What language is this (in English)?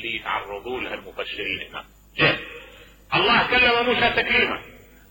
Mesopotamian Arabic